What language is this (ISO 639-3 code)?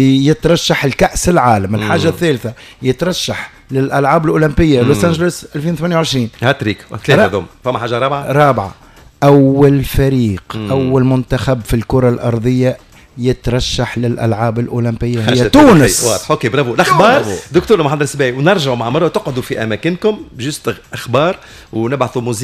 aeb